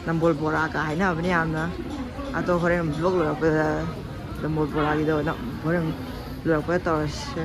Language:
Manipuri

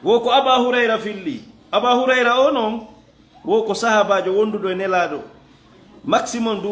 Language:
Fula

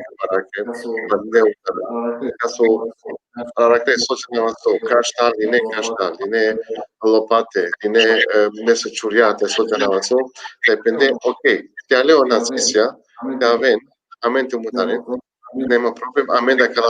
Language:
Balkan Romani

